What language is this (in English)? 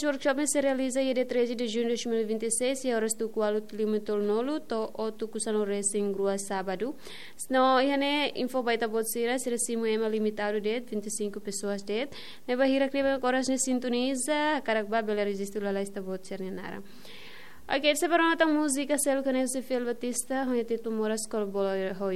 Tetum